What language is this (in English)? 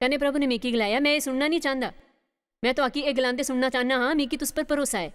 Dogri